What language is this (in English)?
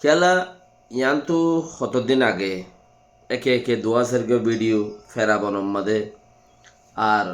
Rohingya